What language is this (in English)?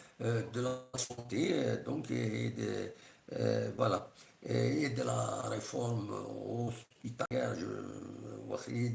Kabyle